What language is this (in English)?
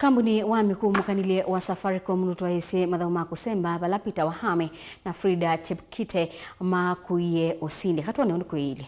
Kamba